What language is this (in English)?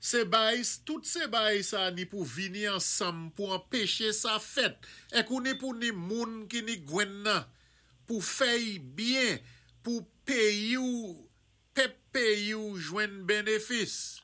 Saint Lucian Creole French